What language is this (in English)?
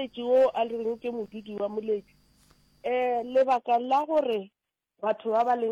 Northern Sotho